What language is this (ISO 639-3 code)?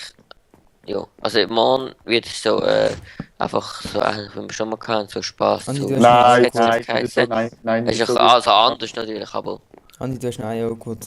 gsw